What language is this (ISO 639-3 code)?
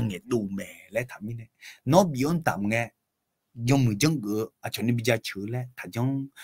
ahk